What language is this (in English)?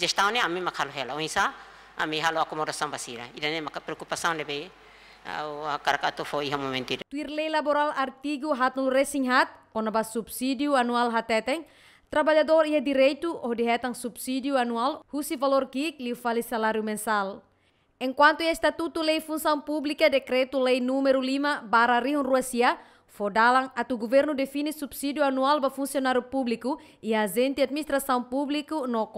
Tetum